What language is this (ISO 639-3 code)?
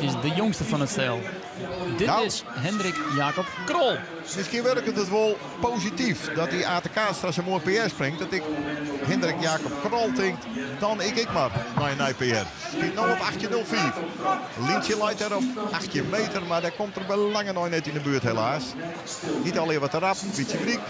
fry